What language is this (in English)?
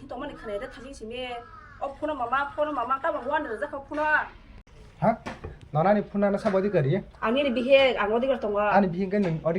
Kok Borok